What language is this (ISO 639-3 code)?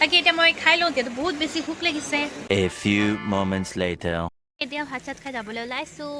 asm